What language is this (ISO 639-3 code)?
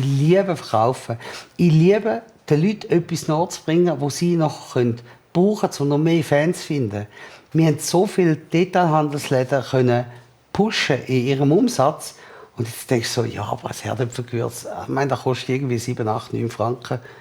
gsw